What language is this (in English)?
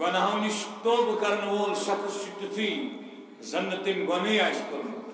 Kashmiri